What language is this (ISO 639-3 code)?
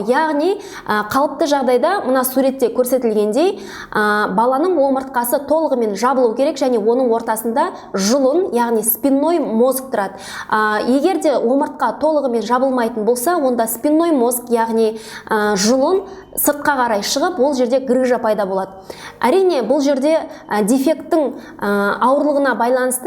kaz